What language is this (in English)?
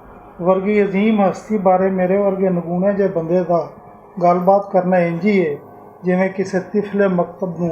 Western Panjabi